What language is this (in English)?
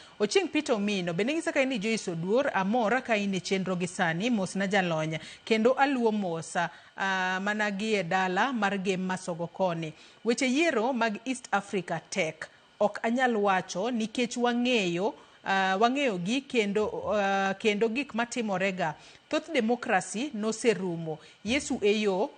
Luo (Kenya and Tanzania)